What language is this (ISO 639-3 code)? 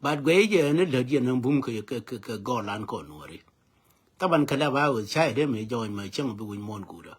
nus